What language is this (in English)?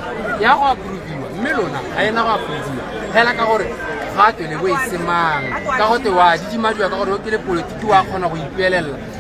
Tswana